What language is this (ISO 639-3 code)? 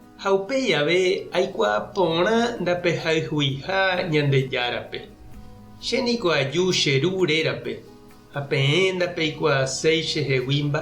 grn